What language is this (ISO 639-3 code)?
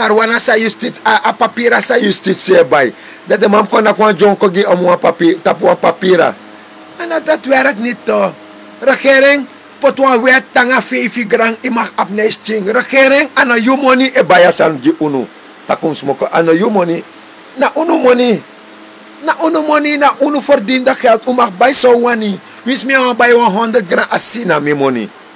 srn